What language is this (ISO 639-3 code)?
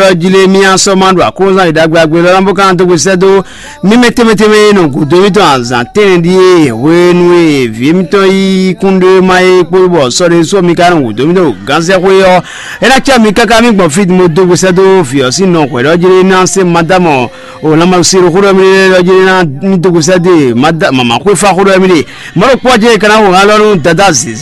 fon